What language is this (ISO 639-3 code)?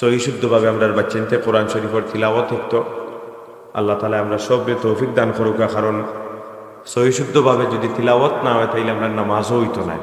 syl